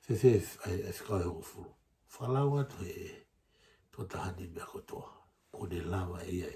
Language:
Tongan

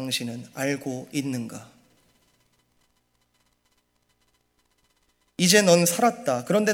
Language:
Korean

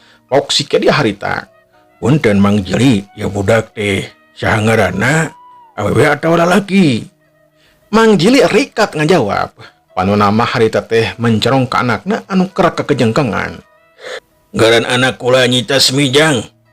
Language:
Sundanese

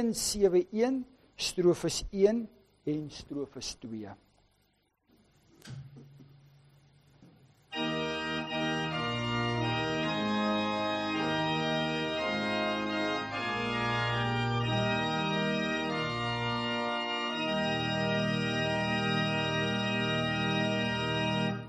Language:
Afrikaans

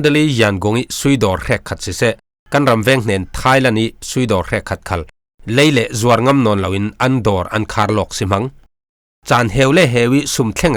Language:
Falam Chin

